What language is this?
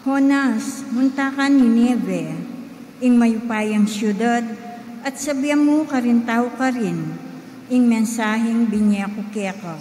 Pampanga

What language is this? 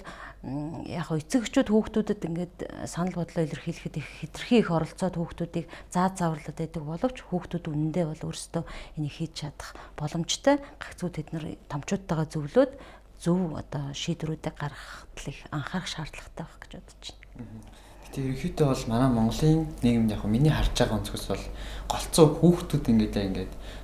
Mongolian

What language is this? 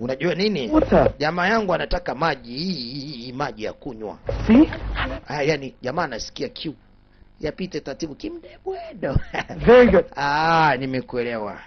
Swahili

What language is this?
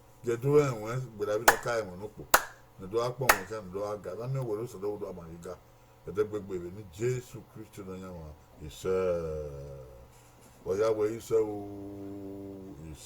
Bini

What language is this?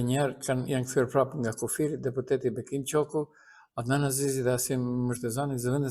Albanian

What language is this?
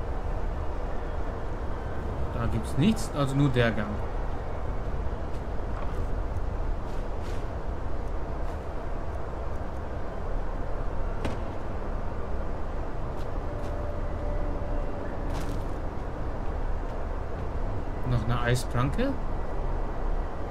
German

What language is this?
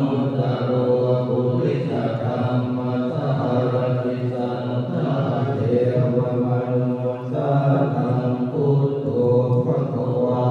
Pali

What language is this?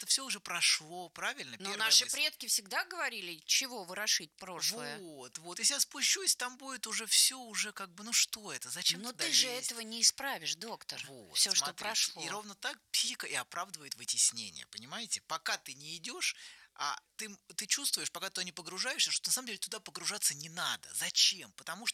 Russian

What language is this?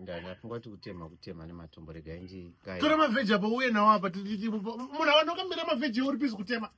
Shona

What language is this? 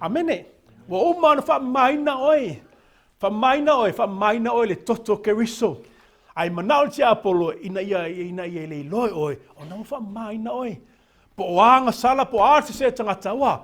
Samoan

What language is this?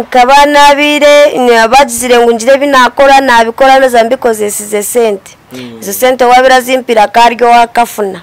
Nyankole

